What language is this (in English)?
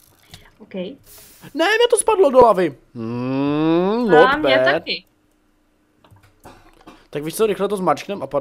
Czech